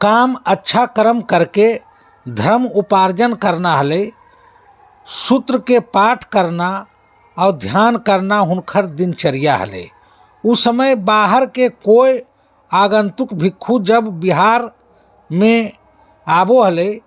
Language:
Magahi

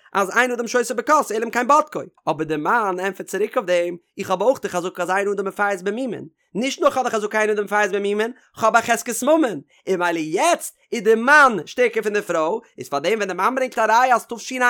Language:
Yiddish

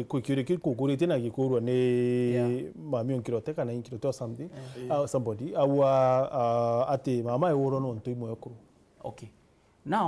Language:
Meru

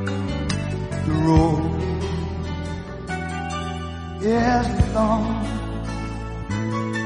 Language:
Afrikaans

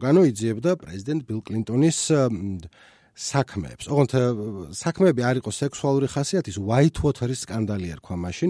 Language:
Georgian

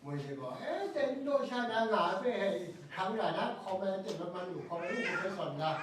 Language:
Kachin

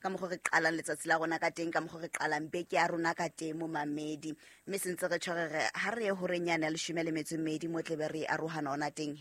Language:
Southern Sotho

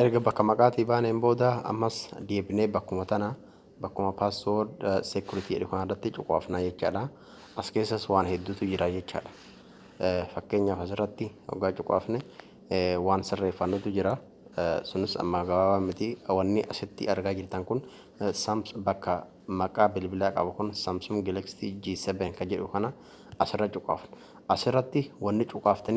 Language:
Oromo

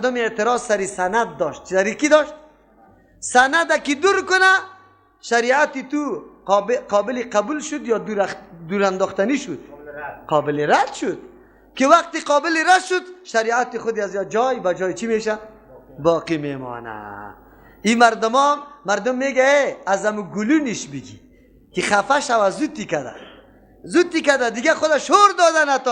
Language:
Persian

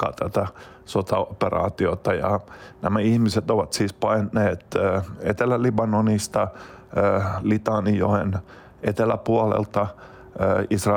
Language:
Finnish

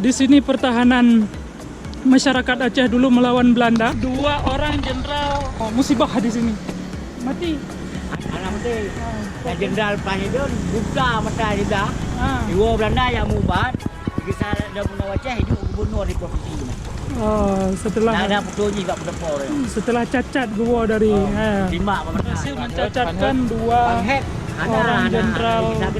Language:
Achinese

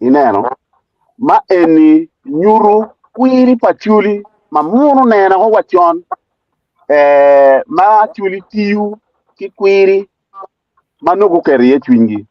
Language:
Acoli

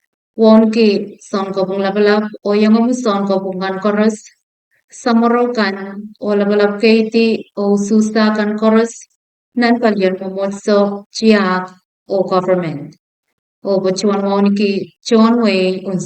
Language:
Pohnpeian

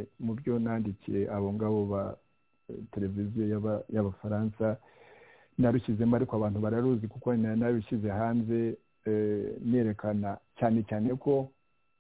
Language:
Kinyarwanda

